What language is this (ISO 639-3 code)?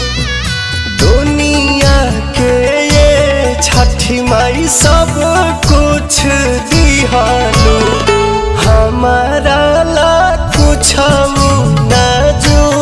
bho